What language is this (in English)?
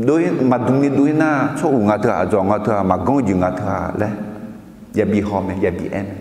Akha